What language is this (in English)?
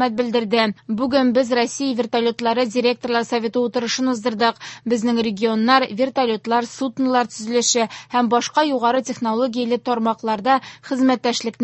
Tatar